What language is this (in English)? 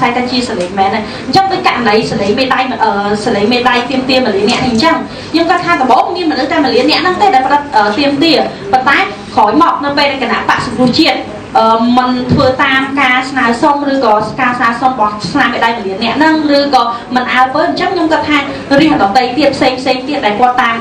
Khmer